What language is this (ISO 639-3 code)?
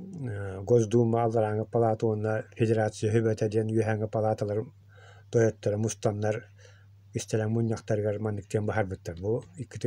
sah